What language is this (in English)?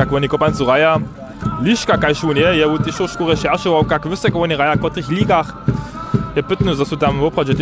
Upper Sorbian